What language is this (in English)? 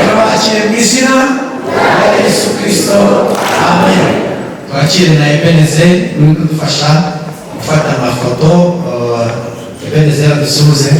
Kinyarwanda